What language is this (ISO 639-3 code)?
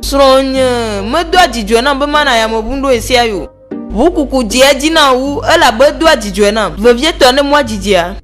ewe